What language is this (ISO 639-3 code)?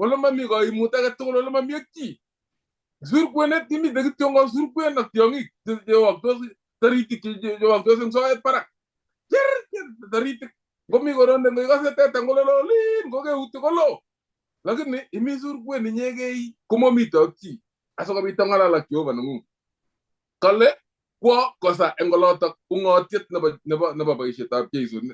kln